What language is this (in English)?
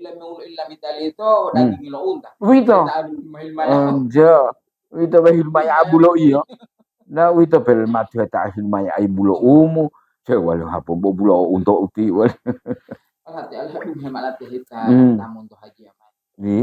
Gorontalo